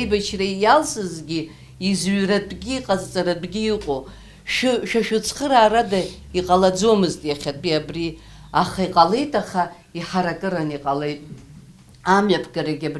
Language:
Abkhazian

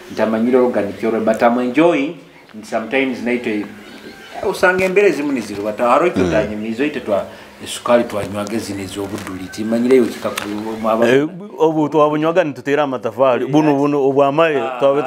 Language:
Nyoro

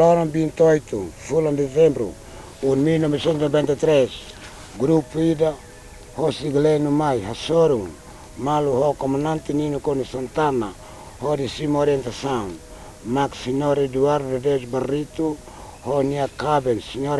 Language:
Tetum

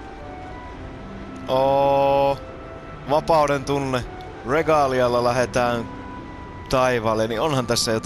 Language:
Finnish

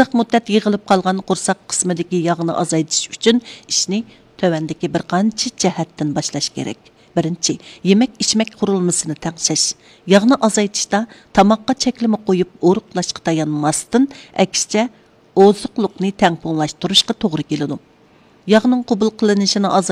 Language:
Uyghur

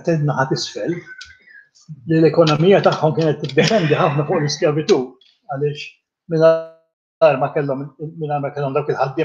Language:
Maltese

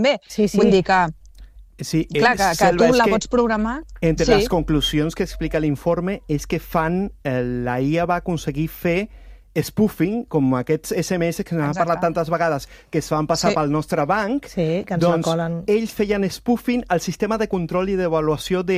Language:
Catalan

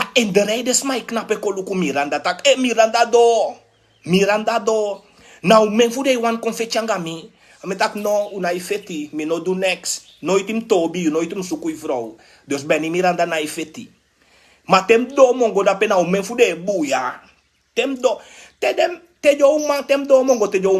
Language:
Sranan Tongo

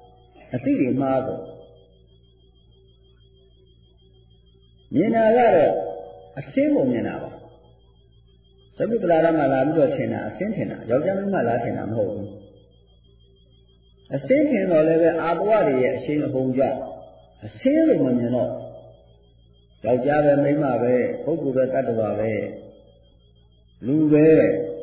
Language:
Burmese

